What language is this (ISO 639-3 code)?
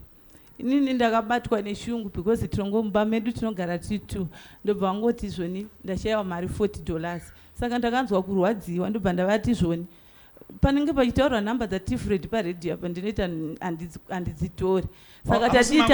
sna